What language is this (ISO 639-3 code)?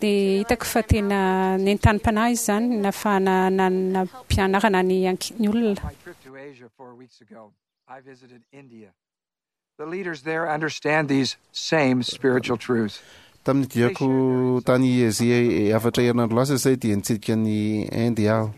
mlg